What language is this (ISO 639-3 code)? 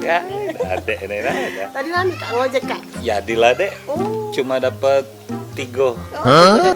mui